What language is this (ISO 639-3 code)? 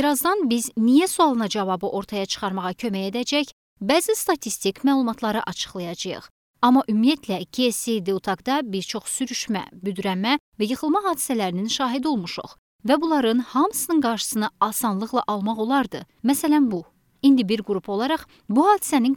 aze